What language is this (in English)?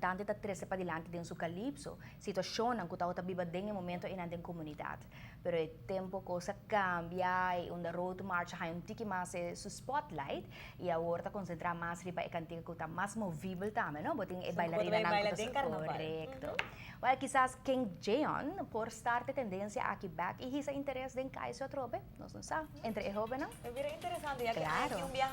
Papiamento